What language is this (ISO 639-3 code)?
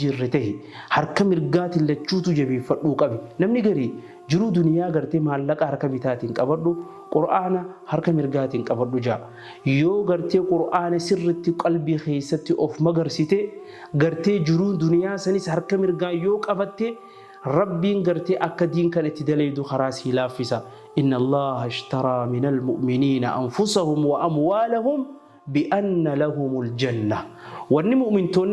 orm